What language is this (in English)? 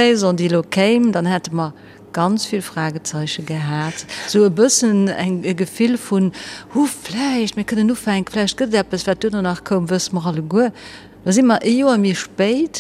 Luxembourgish